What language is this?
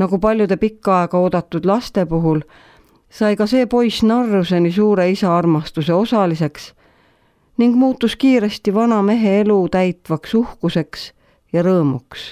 Estonian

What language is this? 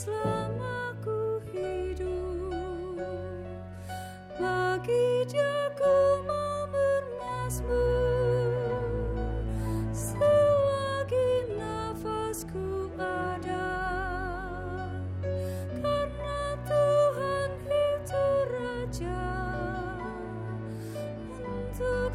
Indonesian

